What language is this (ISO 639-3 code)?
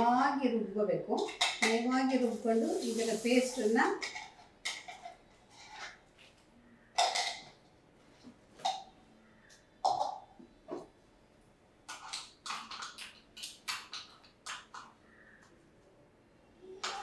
kan